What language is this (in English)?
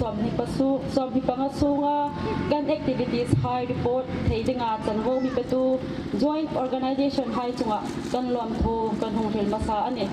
Hmar